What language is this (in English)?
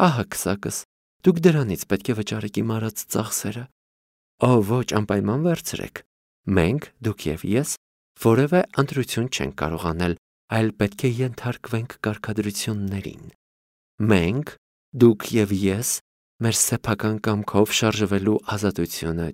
Armenian